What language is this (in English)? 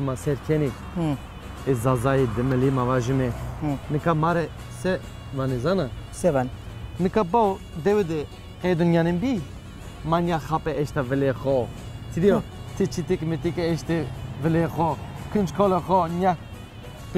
Zaza